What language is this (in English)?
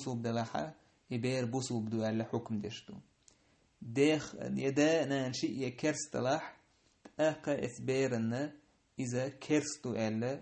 Chechen